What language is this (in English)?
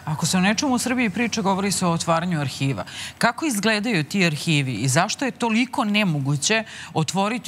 Serbian